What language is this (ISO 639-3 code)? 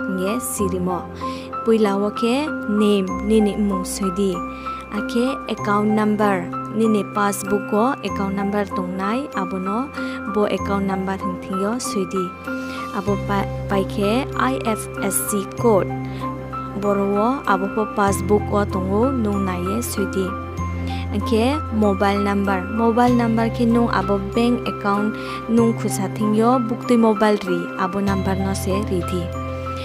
ria